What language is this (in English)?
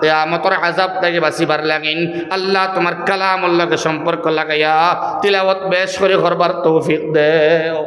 Sylheti